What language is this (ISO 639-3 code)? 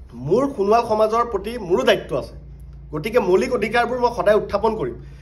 asm